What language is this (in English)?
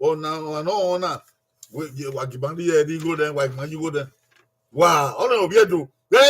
Bini